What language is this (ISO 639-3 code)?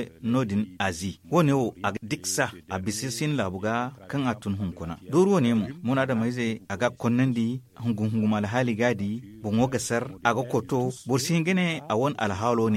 dje